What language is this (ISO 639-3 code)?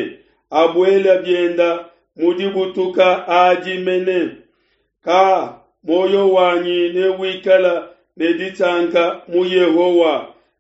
lua